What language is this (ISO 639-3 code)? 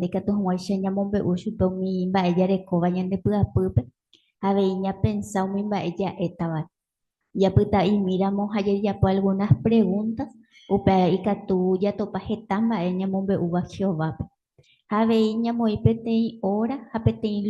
grn